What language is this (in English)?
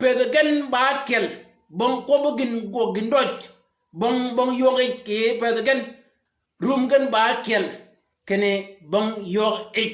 Shilluk